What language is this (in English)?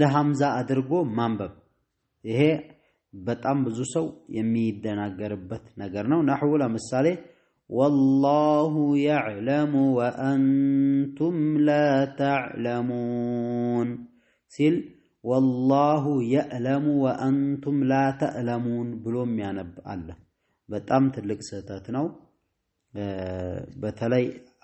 Amharic